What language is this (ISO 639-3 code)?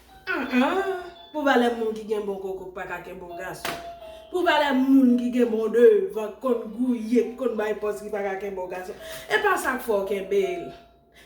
hat